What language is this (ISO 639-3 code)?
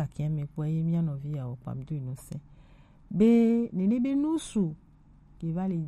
gej